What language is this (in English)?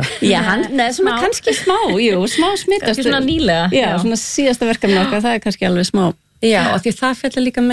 Icelandic